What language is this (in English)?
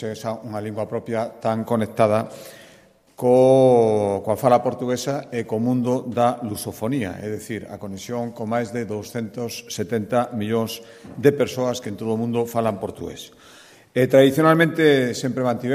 Galician